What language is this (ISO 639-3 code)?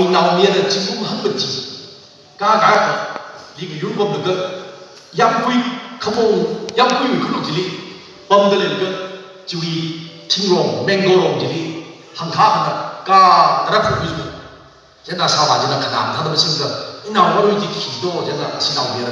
nmf